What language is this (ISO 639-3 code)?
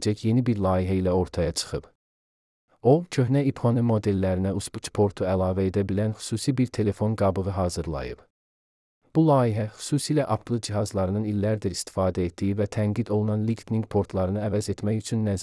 aze